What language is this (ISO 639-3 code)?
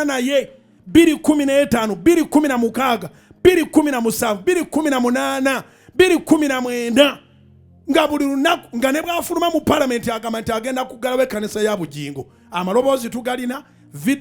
lug